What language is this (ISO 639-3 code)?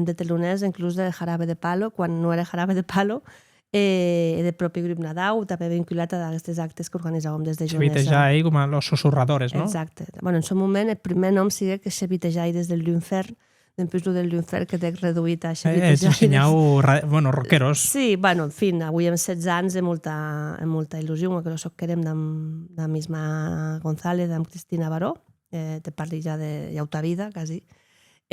oci